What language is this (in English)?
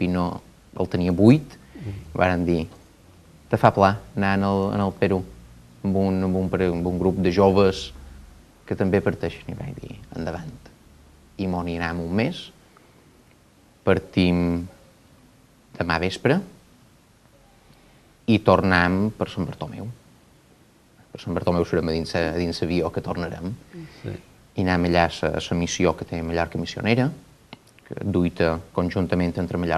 Catalan